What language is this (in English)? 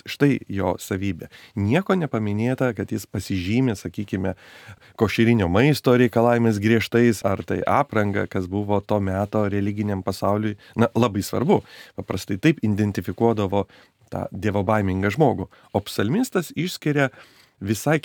Lithuanian